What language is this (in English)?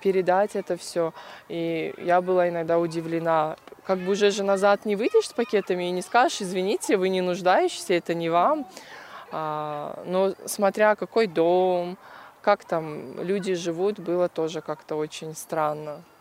Russian